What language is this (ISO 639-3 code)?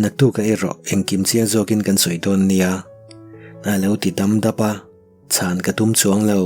lus